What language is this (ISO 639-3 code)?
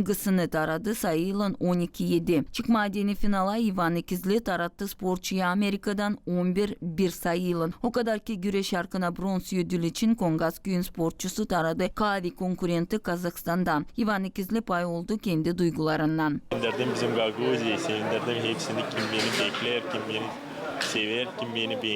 gag